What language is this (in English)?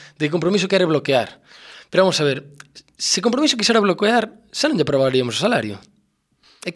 Galician